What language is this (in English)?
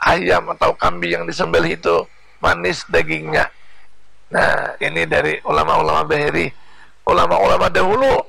Banjar